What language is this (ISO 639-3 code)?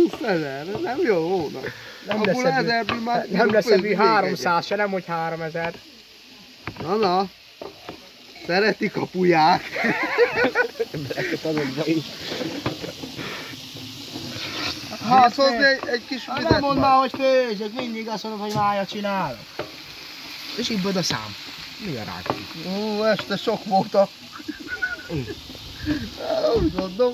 hun